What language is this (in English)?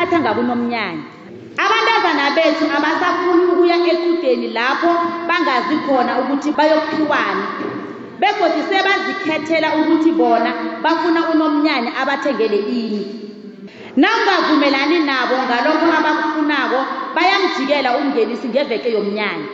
South Ndebele